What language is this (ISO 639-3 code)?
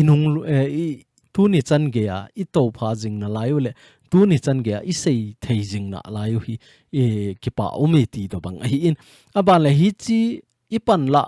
tcz